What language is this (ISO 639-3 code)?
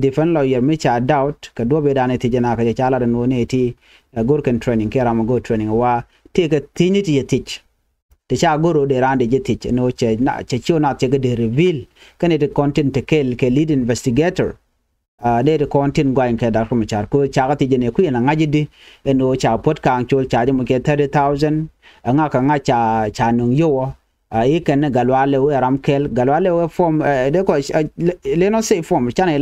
nus